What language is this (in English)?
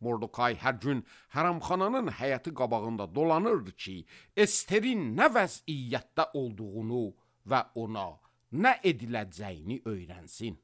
Azerbaijani